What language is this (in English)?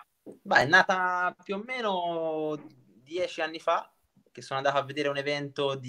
Italian